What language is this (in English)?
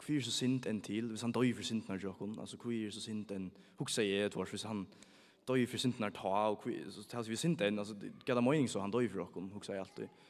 Faroese